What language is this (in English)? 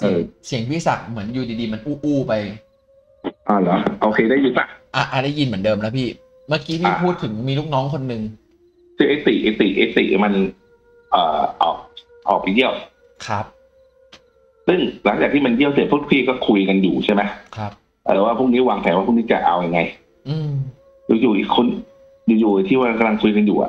Thai